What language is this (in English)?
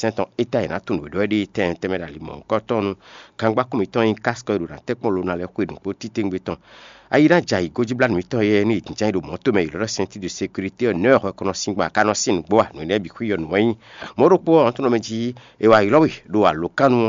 Fon